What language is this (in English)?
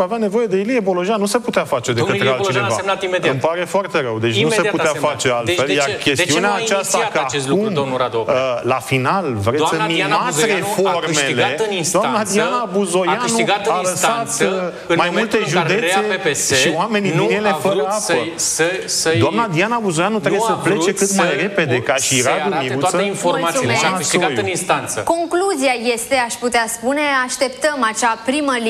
Romanian